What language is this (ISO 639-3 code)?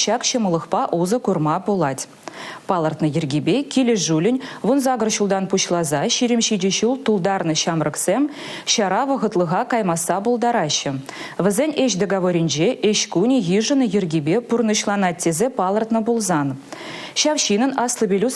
chv